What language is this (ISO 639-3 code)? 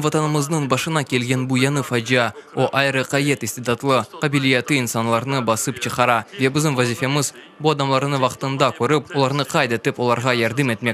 crh